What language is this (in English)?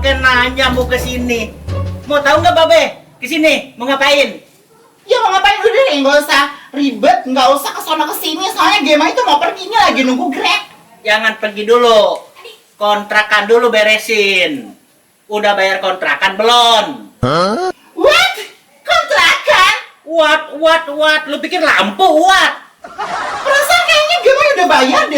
Betawi